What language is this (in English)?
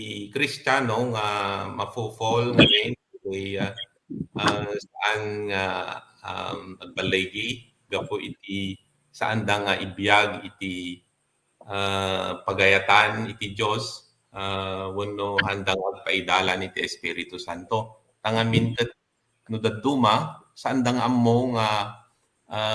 Iloko